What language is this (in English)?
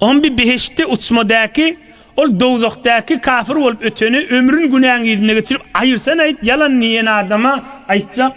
Turkmen